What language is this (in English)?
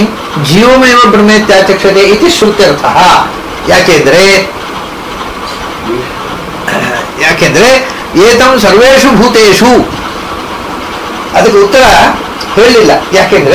Kannada